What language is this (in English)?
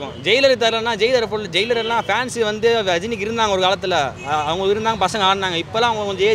Tamil